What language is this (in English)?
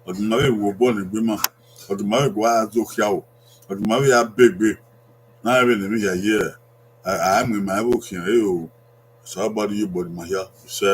Bini